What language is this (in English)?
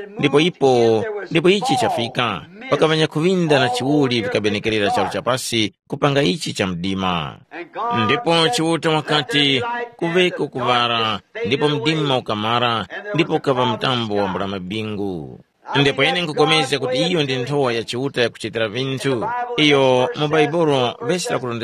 Tumbuka